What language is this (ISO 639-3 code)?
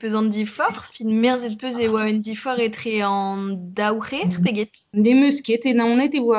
bre